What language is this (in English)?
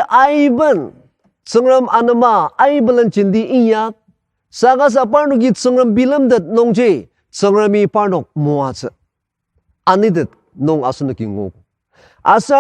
Ao Naga